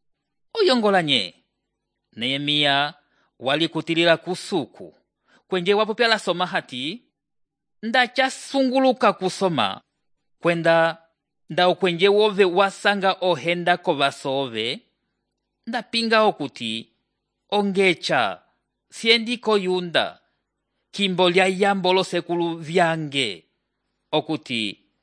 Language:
Umbundu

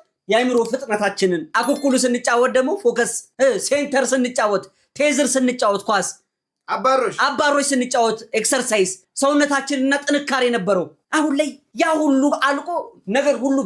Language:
Amharic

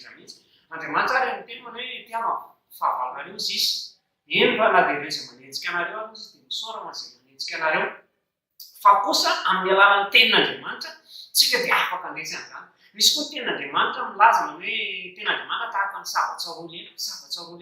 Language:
Malagasy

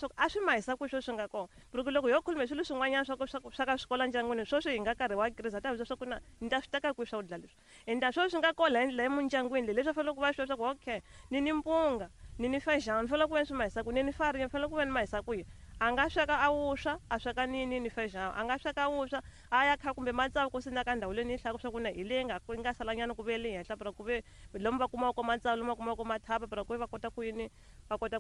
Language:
Tsonga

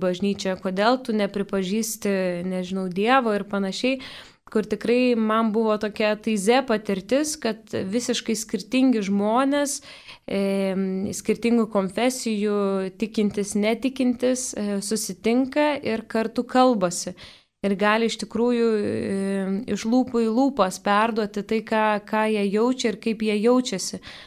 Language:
Lithuanian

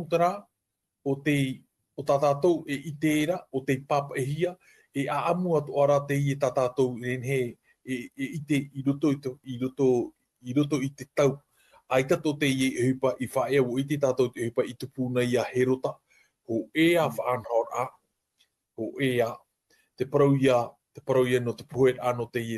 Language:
Tahitian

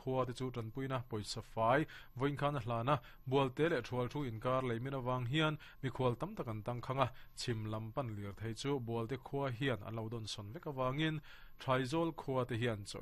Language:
Mizo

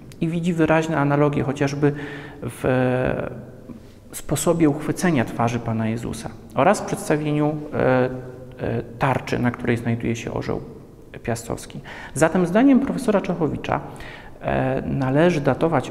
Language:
Polish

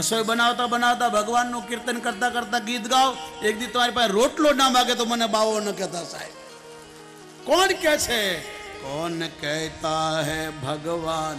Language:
Gujarati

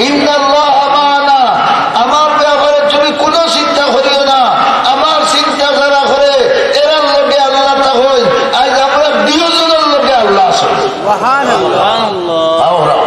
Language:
Sylheti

